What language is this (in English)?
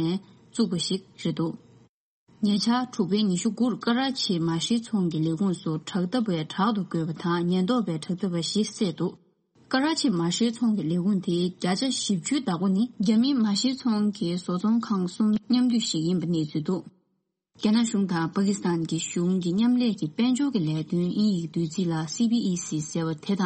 Tibetan